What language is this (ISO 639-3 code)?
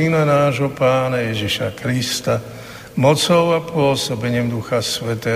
slk